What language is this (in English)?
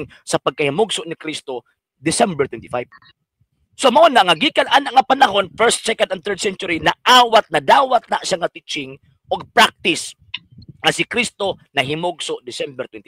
Cebuano